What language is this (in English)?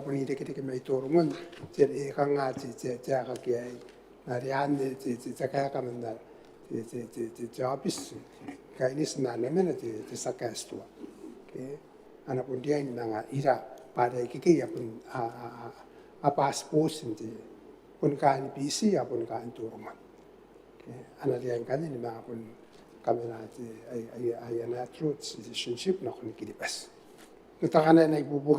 Gilbertese